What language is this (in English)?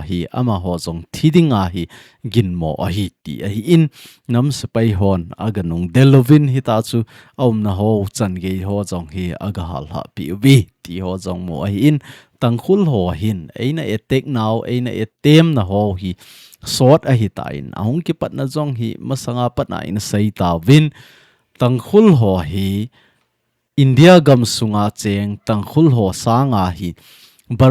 Thado Chin